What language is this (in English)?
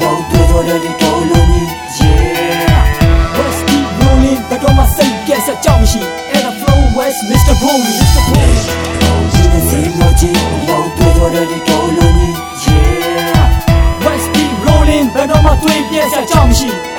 Burmese